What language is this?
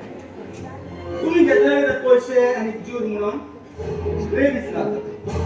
Konkani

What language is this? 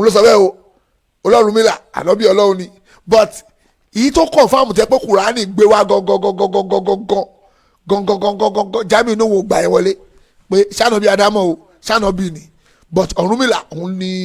Yoruba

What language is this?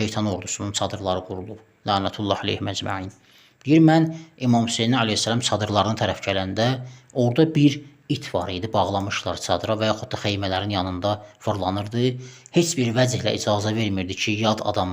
Azerbaijani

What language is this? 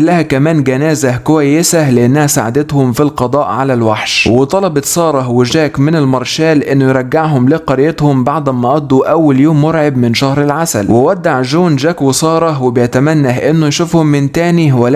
Egyptian Arabic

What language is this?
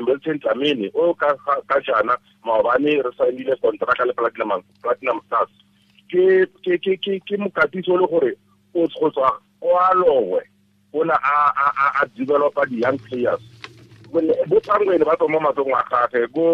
Tswana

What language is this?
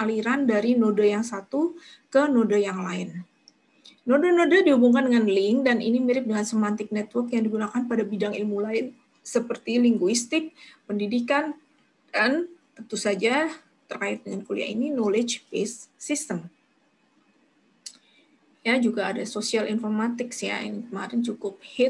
Indonesian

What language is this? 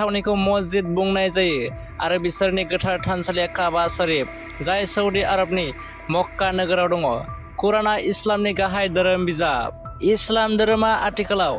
Bodo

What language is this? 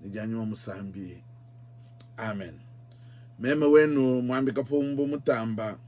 Luba-Lulua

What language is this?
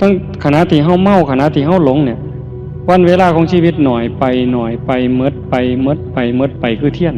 Northeastern Thai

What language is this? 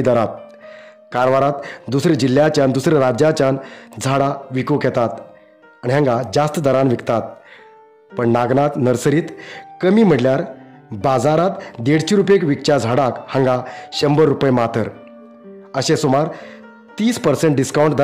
Konkani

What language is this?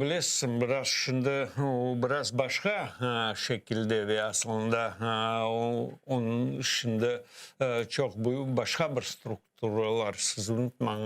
Crimean Tatar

